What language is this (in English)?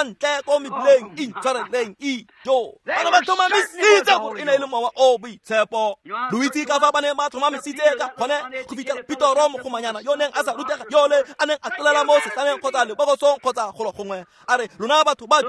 Tswana